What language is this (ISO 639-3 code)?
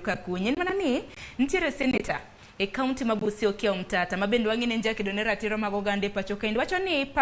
luo